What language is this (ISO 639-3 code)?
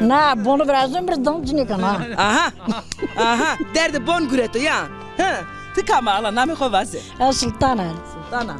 zza